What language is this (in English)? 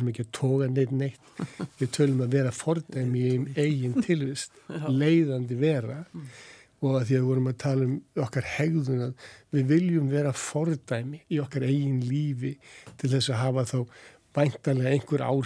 Icelandic